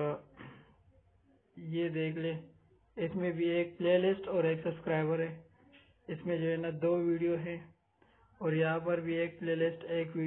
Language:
Urdu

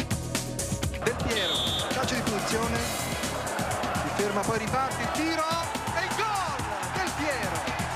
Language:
Italian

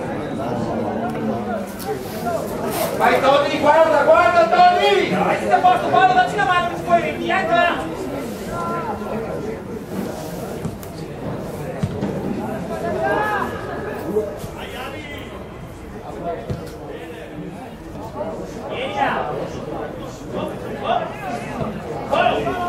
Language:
Italian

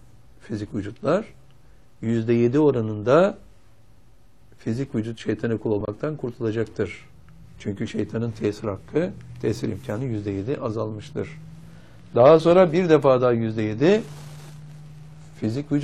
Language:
Turkish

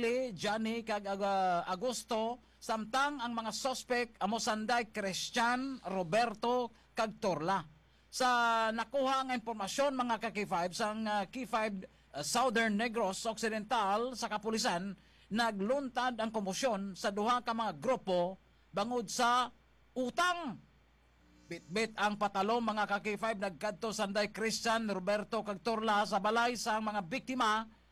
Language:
Hiligaynon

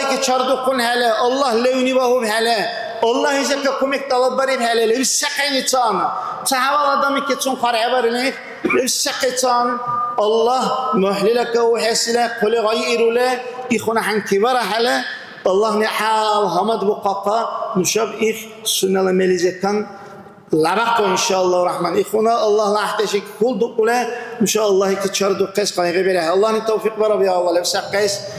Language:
Dargwa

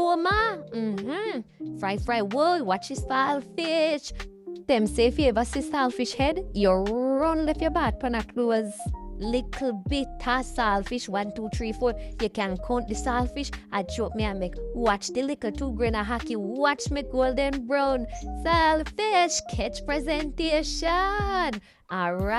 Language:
Jamaican Creole English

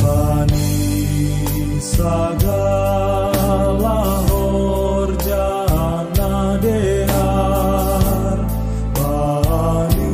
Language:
Batak Simalungun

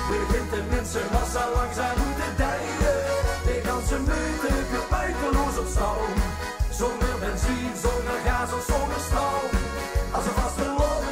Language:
Limburgish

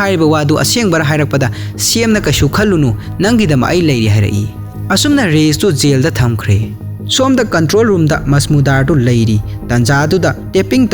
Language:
Manipuri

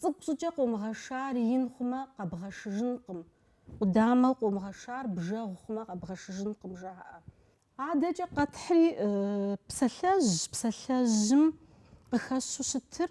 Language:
Kabardian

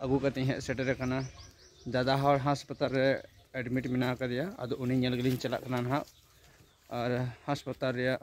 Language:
Santali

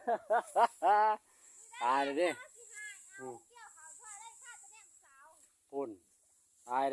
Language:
Lao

